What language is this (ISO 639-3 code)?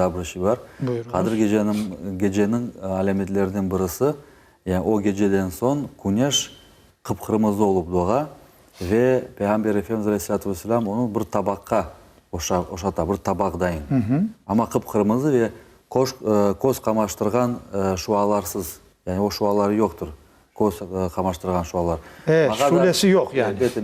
crh